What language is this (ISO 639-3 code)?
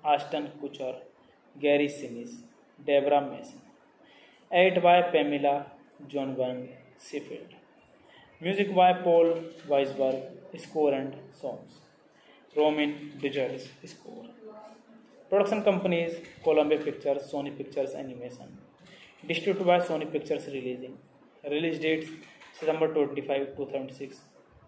eng